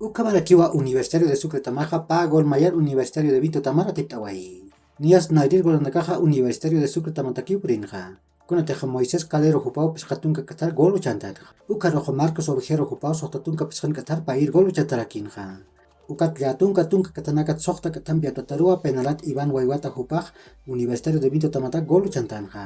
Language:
Aymara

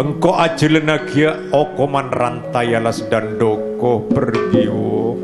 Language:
Madurese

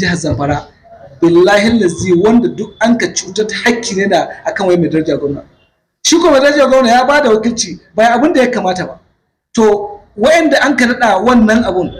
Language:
Hausa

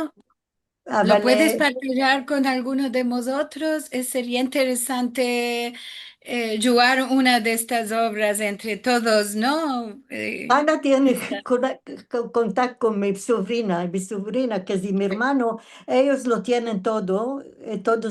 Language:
Ladino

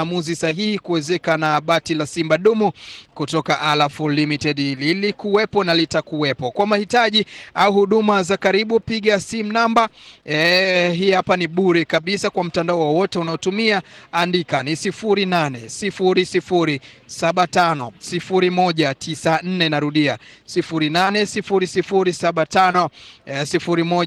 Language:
Swahili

